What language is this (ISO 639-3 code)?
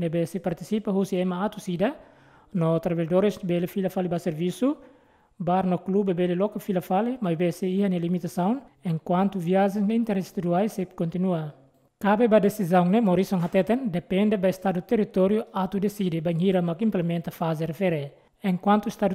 tet